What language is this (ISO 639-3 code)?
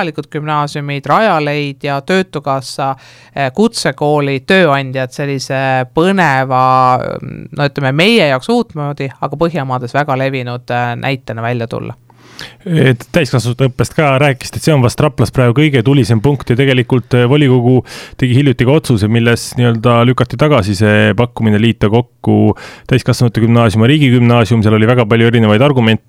est